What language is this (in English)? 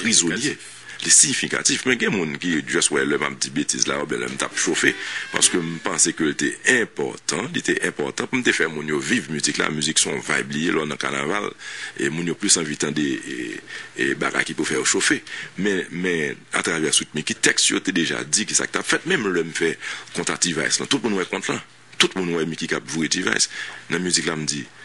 Haitian Creole